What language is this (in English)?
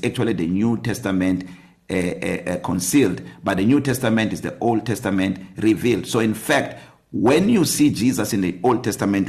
English